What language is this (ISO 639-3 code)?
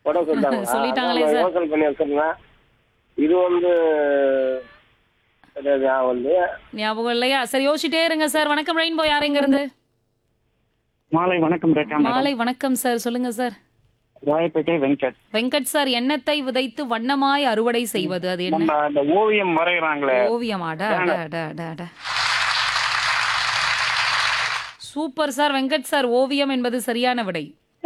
tam